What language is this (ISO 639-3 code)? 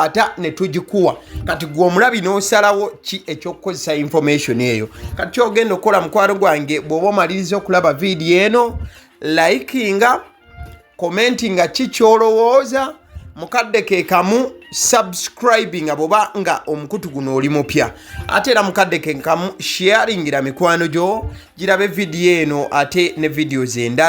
lug